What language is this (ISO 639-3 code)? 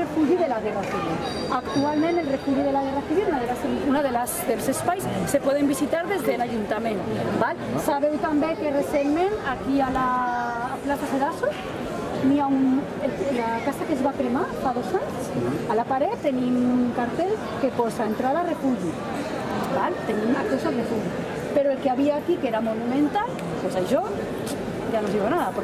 cat